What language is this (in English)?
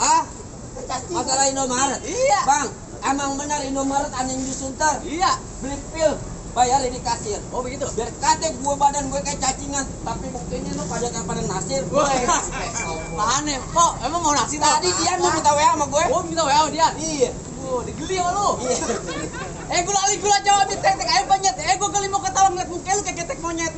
Betawi